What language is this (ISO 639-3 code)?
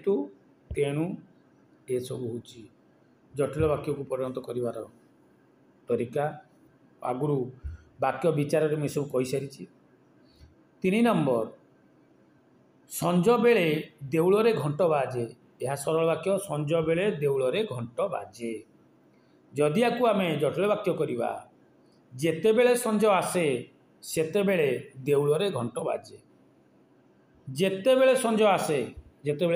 ori